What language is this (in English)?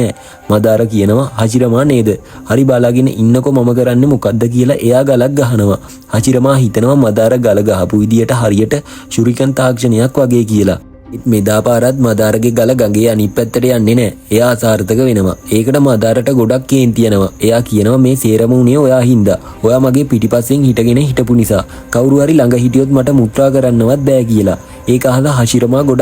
Sinhala